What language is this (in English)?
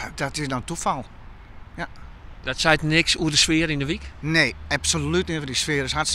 Western Frisian